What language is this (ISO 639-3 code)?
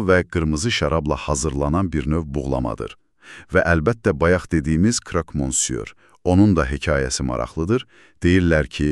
aze